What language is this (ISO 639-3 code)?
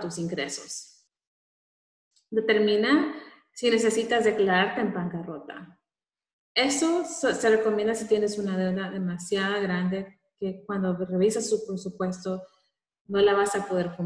spa